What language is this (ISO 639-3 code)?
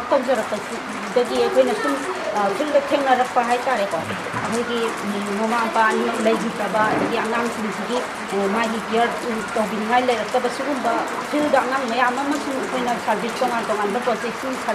mni